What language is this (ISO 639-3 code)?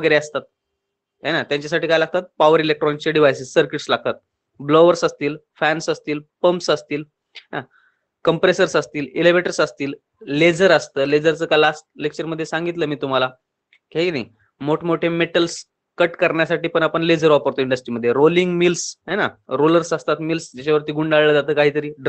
mar